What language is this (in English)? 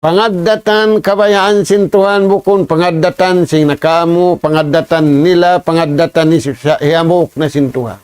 Tausug